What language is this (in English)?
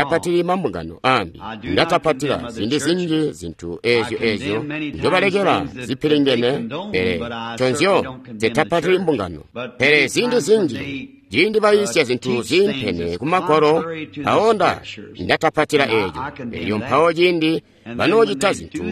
Tonga (Zambia)